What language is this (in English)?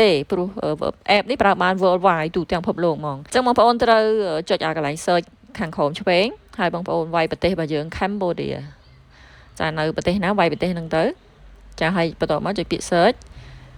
Khmer